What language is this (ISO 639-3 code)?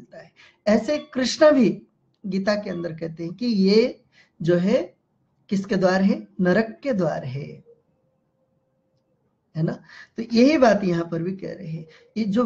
hin